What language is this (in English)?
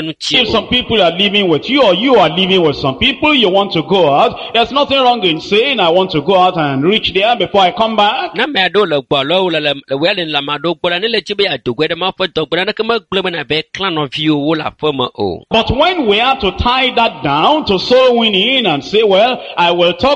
Ewe